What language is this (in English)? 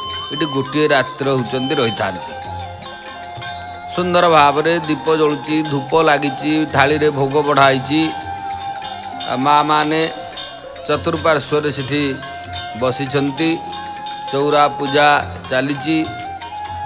Odia